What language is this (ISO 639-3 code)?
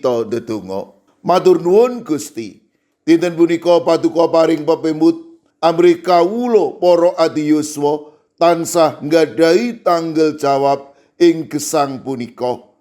jav